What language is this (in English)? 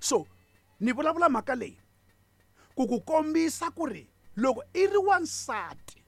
Tsonga